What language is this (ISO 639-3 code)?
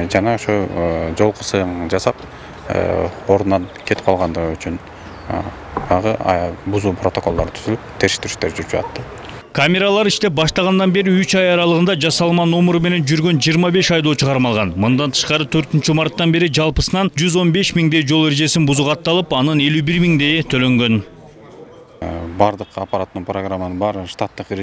kir